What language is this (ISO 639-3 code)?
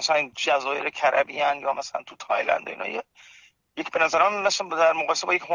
fas